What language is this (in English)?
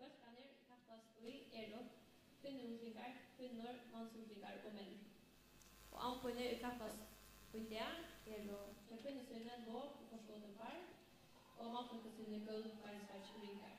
Faroese